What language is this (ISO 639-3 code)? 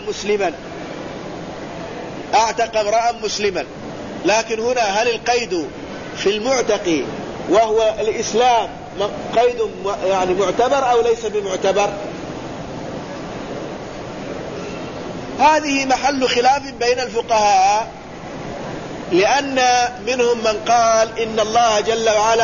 ara